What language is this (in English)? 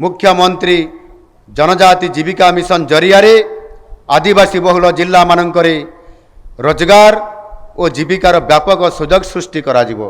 Odia